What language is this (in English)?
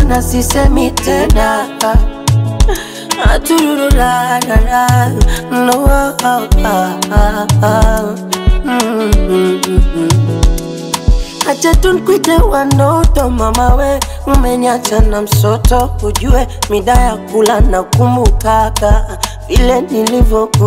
Swahili